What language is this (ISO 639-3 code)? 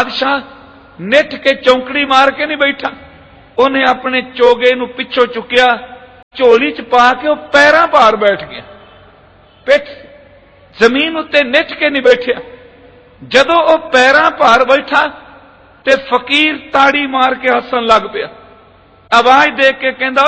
pan